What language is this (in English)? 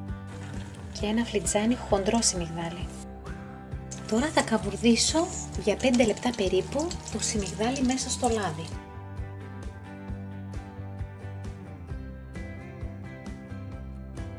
Greek